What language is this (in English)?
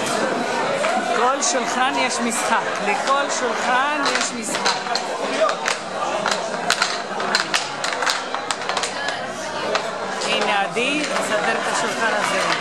Hebrew